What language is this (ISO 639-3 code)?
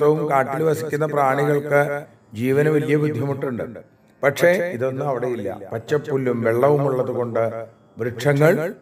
mal